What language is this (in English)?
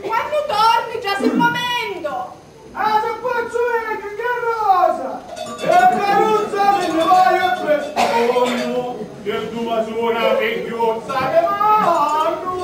Sicilian